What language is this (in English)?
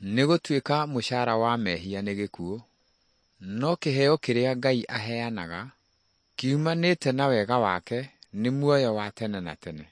Kikuyu